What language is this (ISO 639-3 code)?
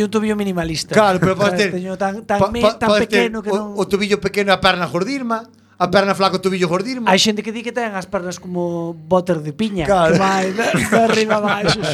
glg